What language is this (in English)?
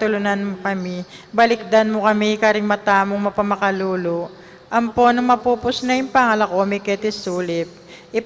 Pampanga